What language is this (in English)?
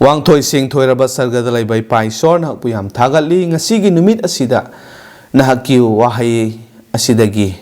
Manipuri